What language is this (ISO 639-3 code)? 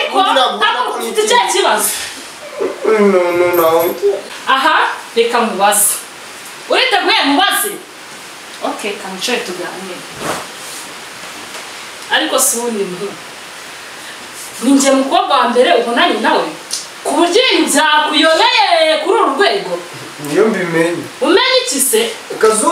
kin